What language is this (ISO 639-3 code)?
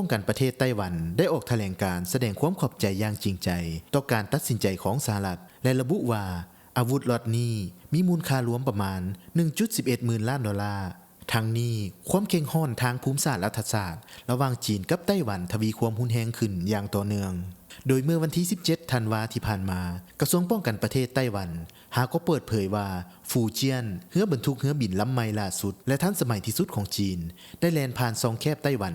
lao